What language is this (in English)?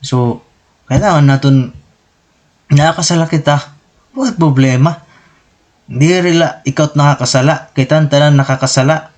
Waray